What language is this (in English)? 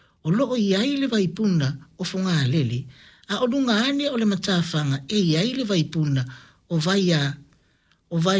Samoan